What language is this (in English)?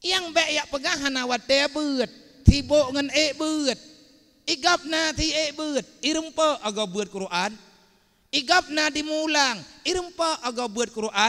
Achinese